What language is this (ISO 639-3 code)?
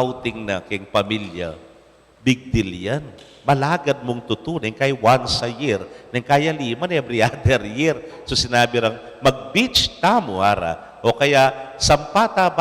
pam